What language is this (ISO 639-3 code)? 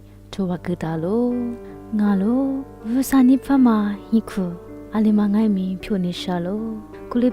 lis